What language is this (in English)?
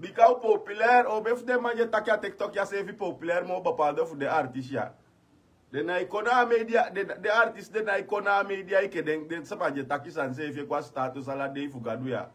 Sranan Tongo